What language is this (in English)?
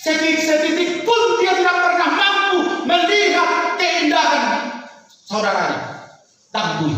Batak Toba